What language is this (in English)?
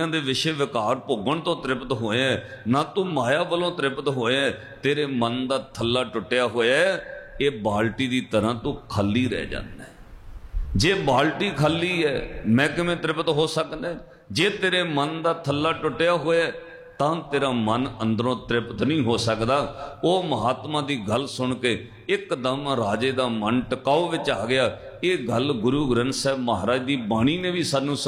Punjabi